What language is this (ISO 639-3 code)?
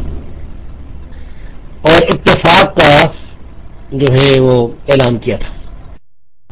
urd